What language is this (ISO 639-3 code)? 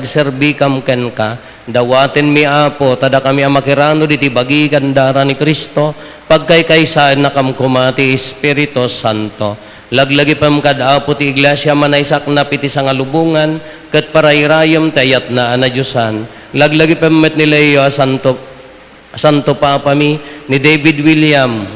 ilo